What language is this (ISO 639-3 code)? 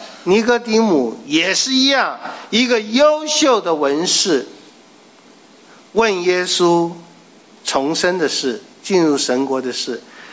zho